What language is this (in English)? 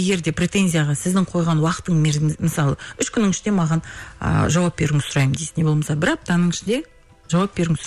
Kazakh